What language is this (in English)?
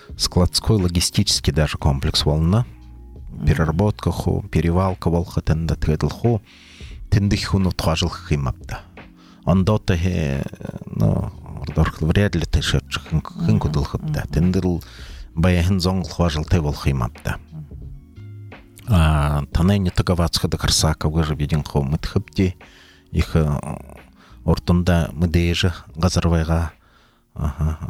Buriat